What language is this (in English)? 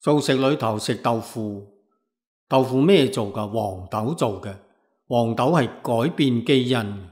Cantonese